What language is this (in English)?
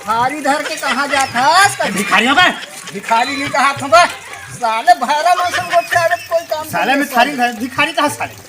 Chhattisgarhi